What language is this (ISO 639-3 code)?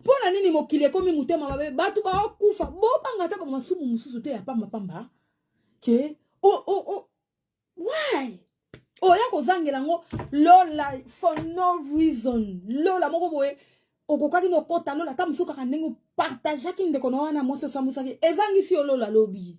lin